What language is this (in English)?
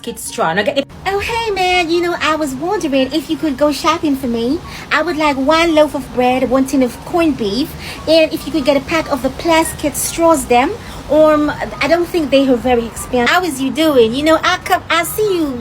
Jamaican Creole English